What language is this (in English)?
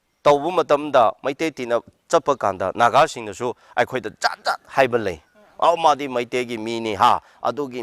Manipuri